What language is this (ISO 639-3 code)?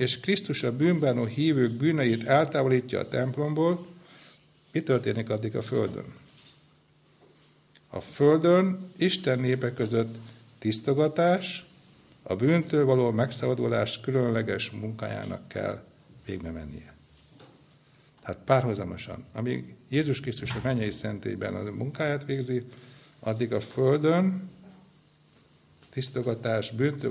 hun